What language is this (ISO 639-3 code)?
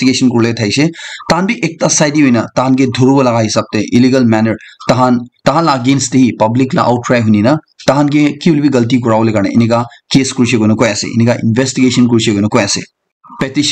nag